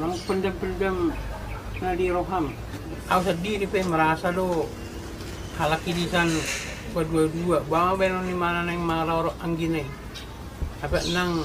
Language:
Batak Toba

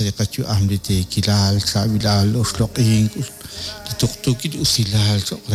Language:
Kekchí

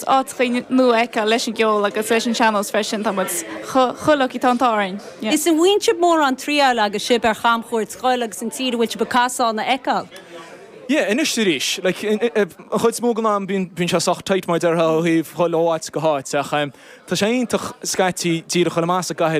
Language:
Irish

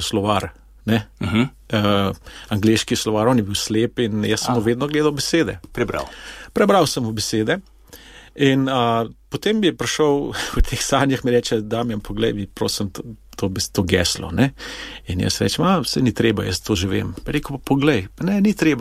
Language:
Slovenian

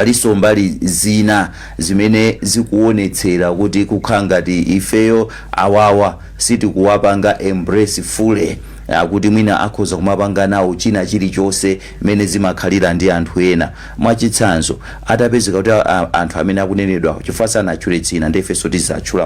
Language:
Nyanja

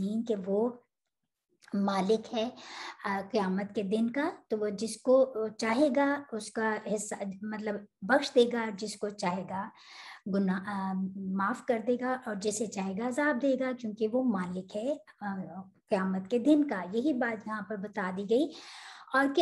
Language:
Urdu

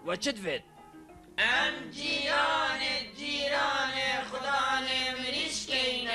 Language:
Kurdish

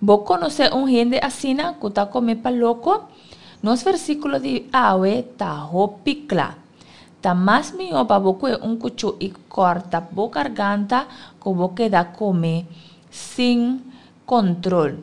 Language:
Papiamento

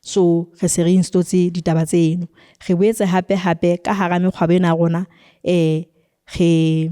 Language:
Southern Sotho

